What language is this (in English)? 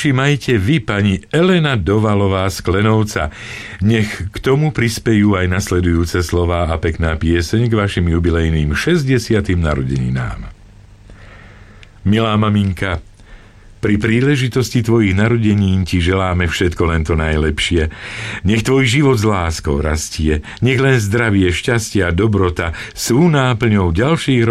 Slovak